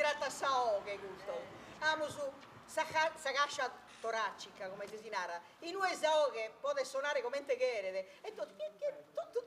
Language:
Sardinian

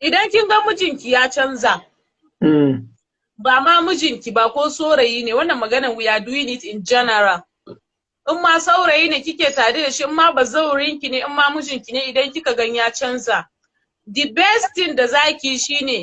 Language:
Hausa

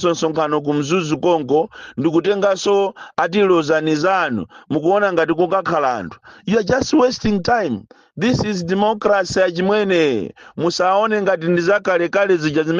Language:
Nyanja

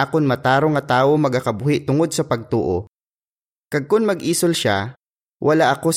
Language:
Hiligaynon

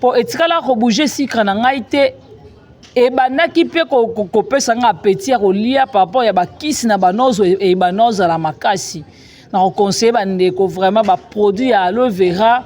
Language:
Lingala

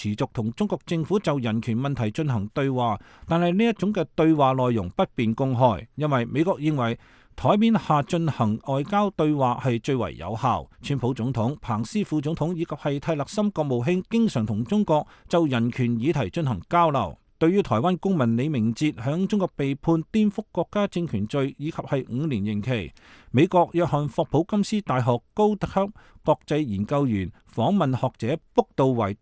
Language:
Cantonese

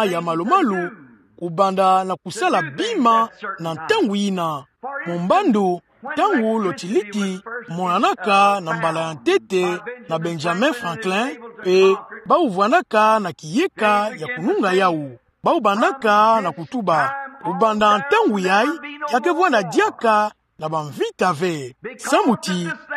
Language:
Kituba (Democratic Republic of Congo)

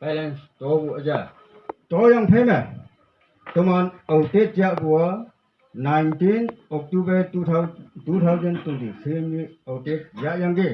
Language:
Konyak Naga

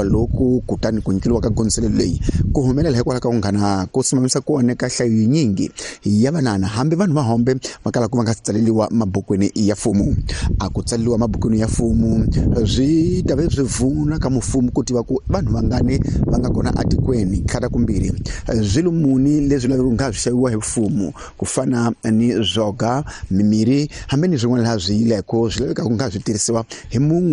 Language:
Tsonga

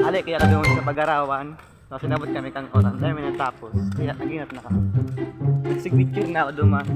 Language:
Bikol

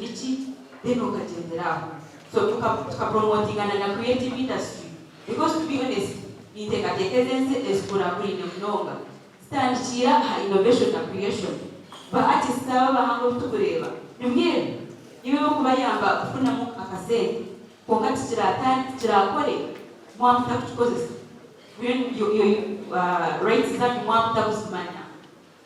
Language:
Nyankole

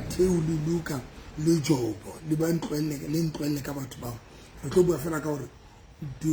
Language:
Southern Sotho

